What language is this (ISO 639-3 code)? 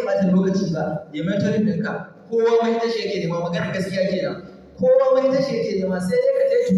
hau